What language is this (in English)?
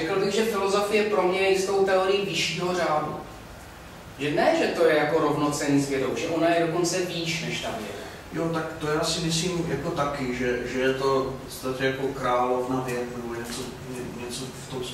Czech